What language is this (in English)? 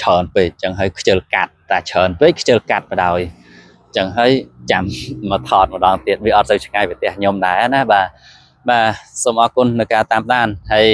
Khmer